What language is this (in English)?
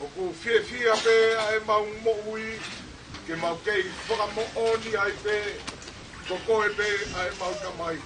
Tongan